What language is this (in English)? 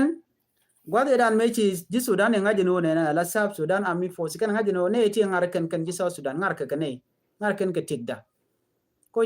Nuer